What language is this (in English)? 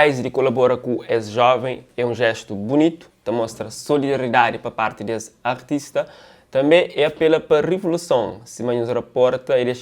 Kabuverdianu